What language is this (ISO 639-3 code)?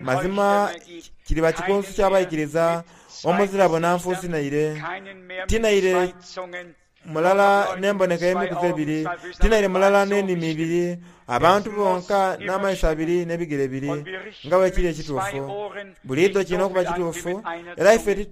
xog